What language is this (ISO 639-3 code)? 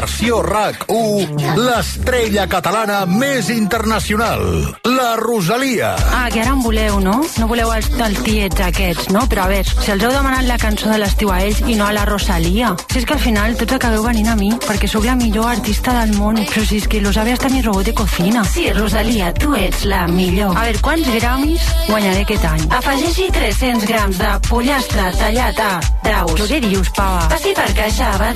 cat